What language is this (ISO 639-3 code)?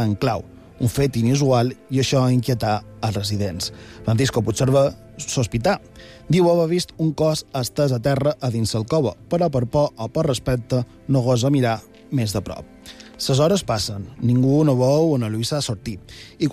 cat